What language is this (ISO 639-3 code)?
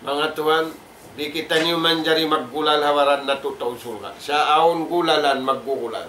tsg